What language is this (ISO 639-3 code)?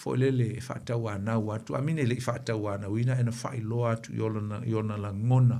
smo